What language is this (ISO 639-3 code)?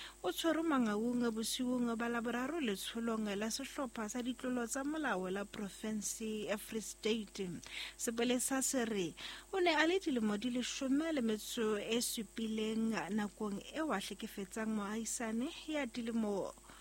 sot